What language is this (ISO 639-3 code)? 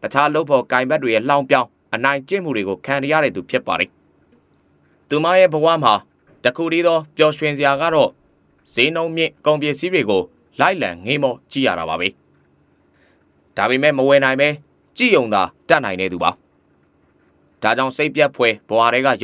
mya